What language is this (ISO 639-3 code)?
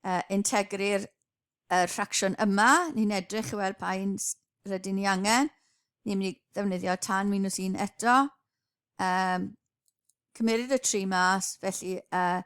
cym